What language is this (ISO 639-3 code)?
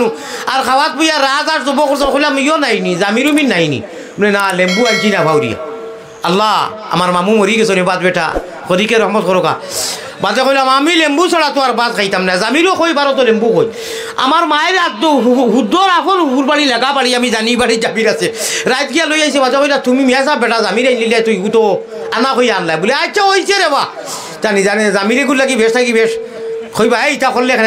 syl